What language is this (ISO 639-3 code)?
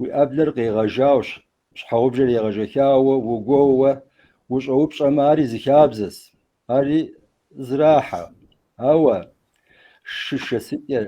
kbd